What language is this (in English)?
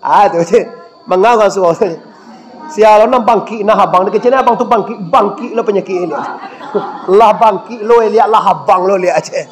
Minangkabau